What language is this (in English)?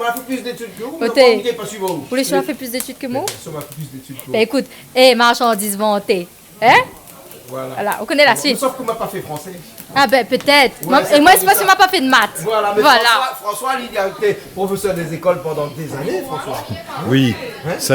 Réunion Creole French